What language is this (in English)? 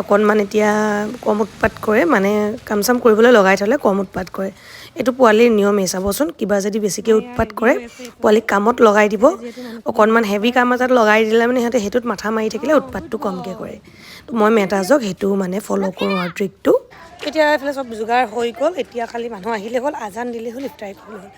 Assamese